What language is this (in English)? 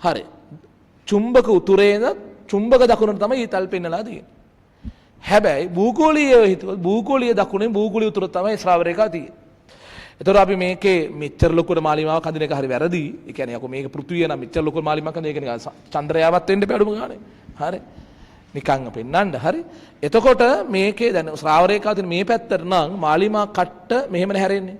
Sinhala